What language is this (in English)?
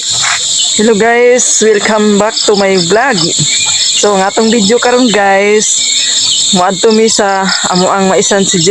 Cebuano